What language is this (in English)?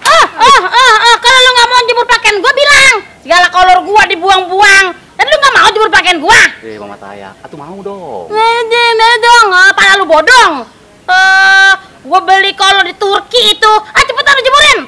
Betawi